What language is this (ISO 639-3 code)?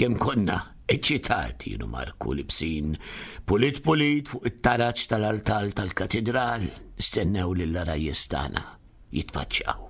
mlt